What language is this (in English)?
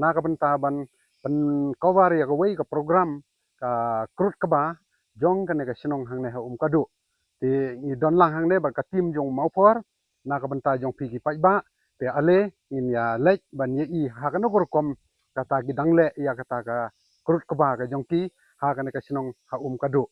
Khasi